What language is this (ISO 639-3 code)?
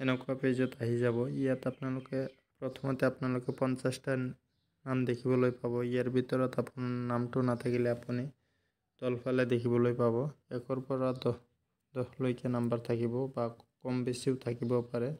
asm